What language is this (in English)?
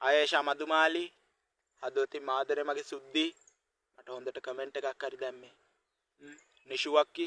Sinhala